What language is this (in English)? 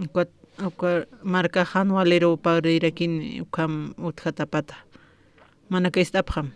Aymara